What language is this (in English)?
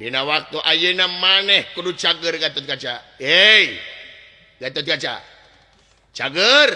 Sundanese